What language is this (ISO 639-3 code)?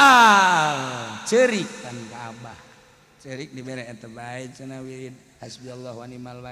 sun